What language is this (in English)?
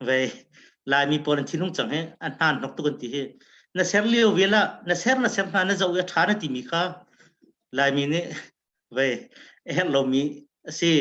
Hakha Chin